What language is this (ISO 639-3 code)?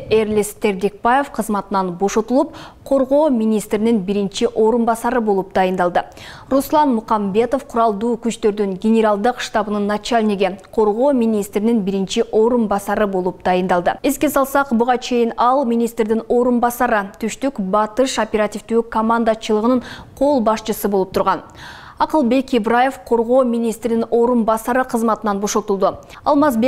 kir